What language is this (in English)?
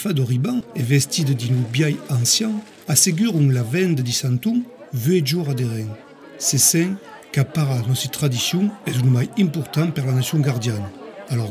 Occitan